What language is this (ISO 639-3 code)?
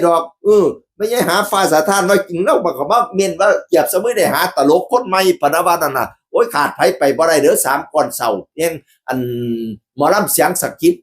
tts